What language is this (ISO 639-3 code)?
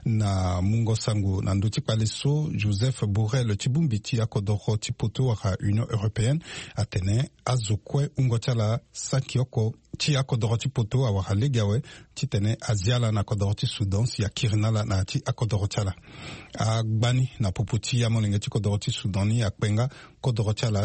sag